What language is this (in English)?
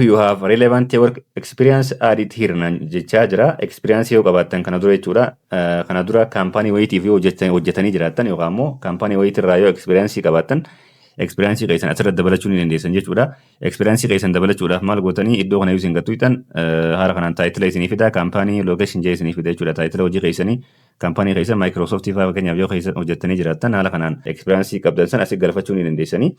Oromo